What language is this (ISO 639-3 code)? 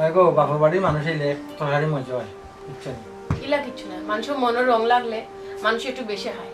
syl